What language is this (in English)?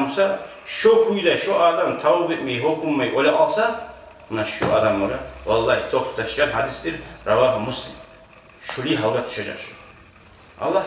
Kumyk